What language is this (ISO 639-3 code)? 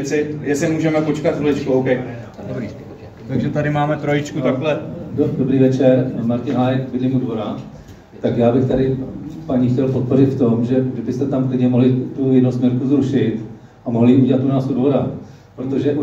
ces